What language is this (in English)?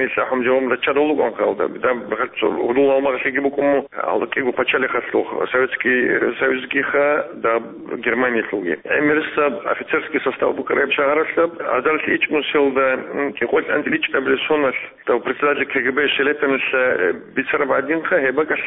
Avaric